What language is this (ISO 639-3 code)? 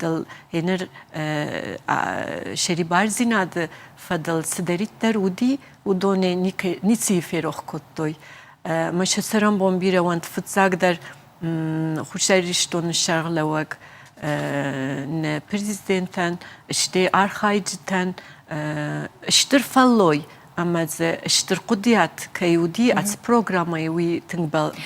oss